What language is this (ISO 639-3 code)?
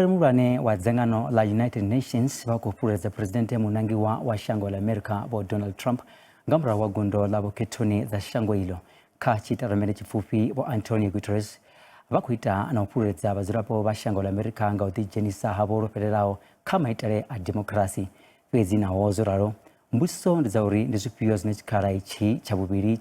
ven